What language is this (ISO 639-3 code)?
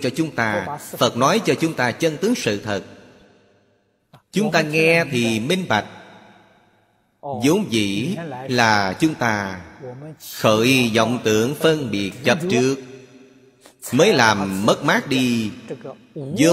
vie